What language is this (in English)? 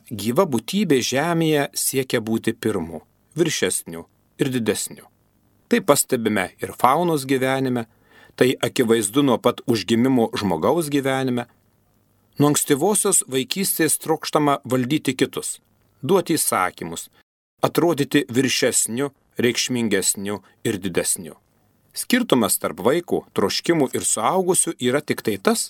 Lithuanian